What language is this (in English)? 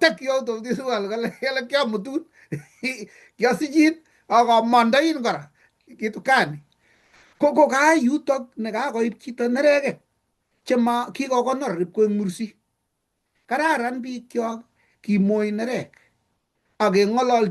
Kalenjin